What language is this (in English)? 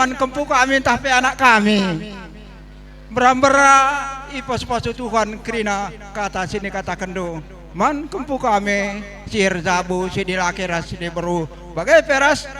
Batak Karo